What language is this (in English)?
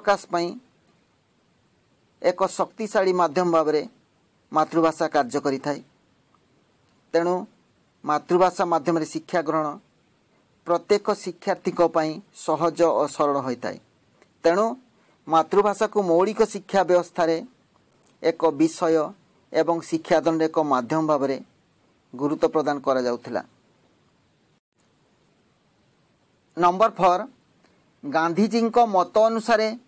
Odia